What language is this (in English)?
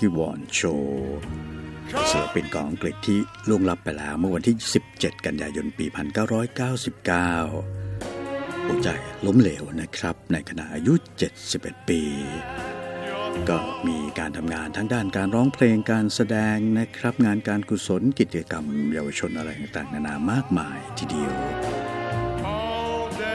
Thai